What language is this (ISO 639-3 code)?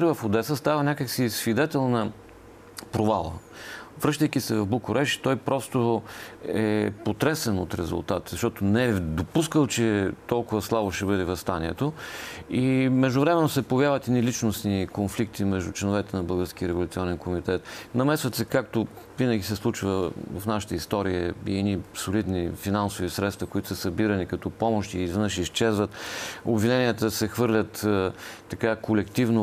bul